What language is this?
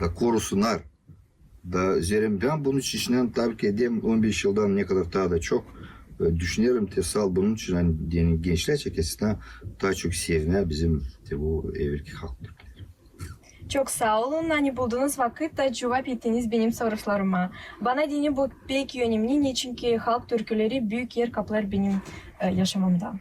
Gagauz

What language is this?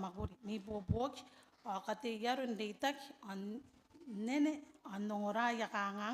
Gilbertese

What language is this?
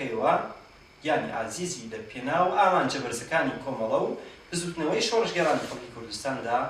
Central Kurdish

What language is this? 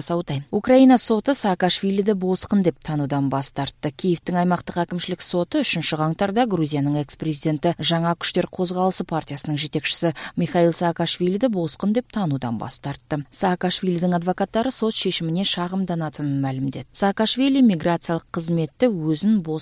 Kyrgyz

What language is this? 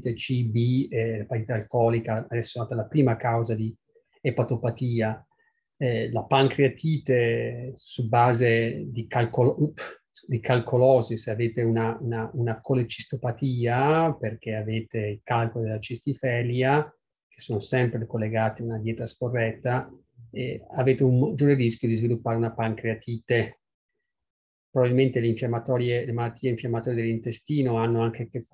Italian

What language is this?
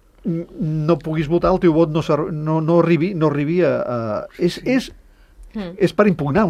Catalan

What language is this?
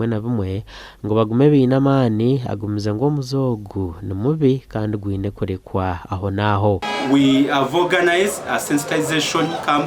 Nyankole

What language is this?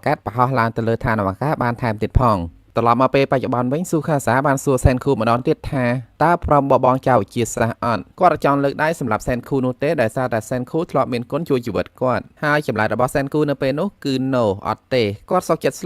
Khmer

